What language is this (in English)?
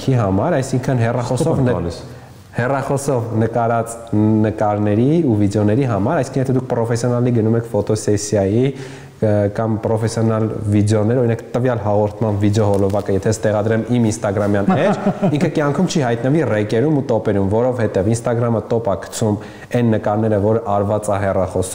Armenian